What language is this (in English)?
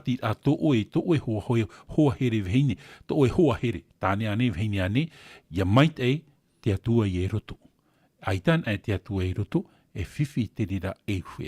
Tahitian